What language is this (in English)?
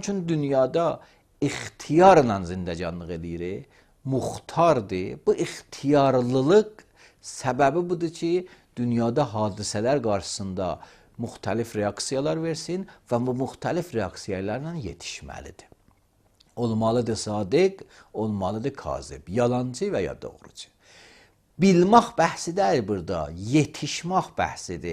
Azerbaijani